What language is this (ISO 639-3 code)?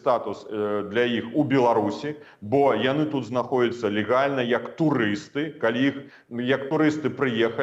bel